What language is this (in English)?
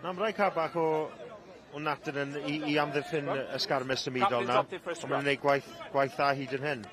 Welsh